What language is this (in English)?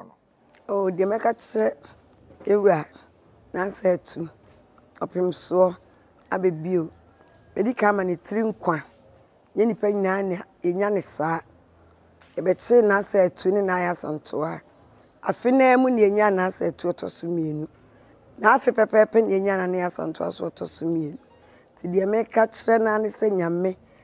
Akan